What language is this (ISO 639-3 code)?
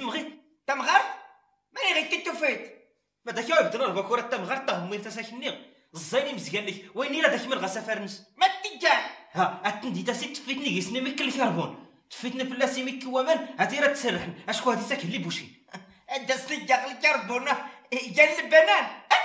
shi